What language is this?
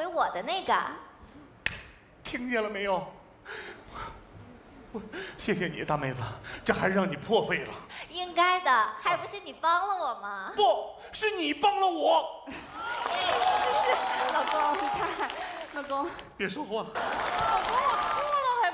Chinese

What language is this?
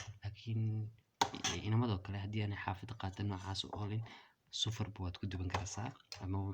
Somali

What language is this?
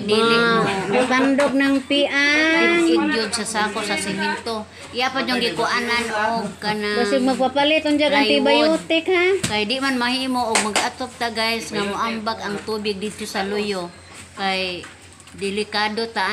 Cebuano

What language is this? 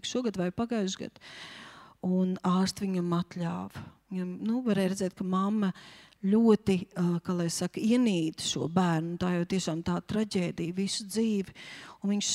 Latvian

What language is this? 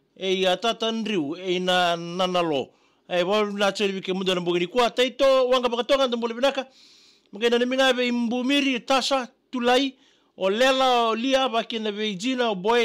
Fijian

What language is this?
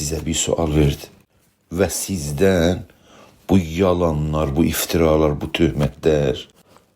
South Azerbaijani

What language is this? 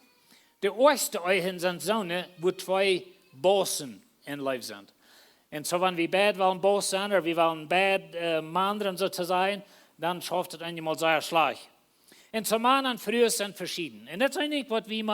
Plautdietsch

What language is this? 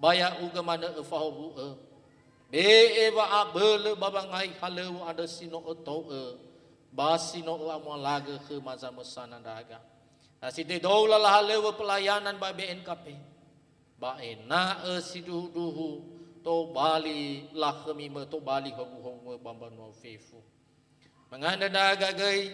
Nias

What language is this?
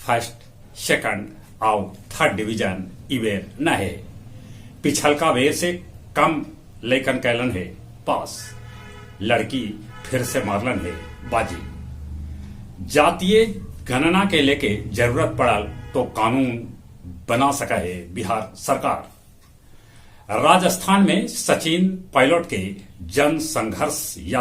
Magahi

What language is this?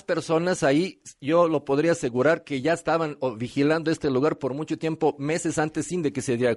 Spanish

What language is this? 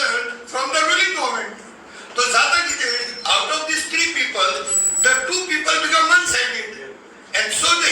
Konkani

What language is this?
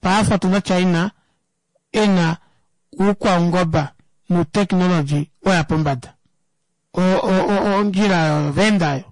Kuanyama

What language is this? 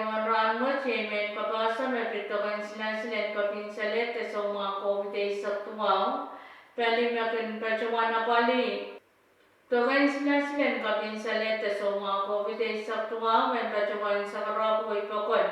Pohnpeian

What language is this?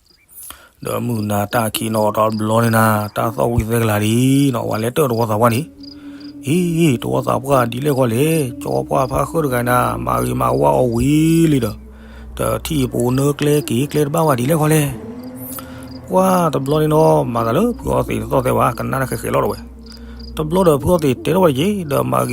S'gaw Karen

